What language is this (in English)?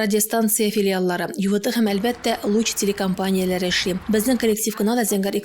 Tatar